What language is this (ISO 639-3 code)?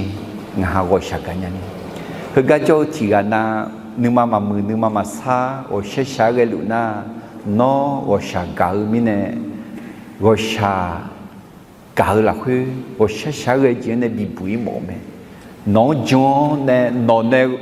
ahk